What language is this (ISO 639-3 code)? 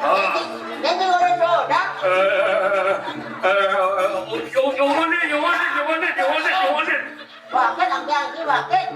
ban